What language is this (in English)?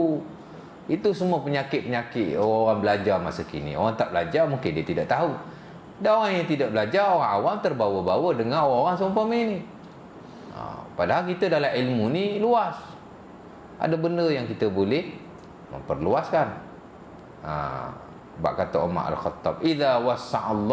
Malay